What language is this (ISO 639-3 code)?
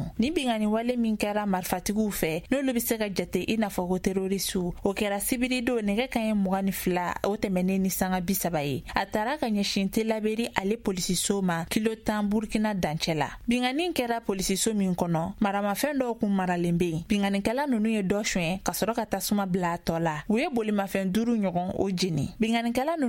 bam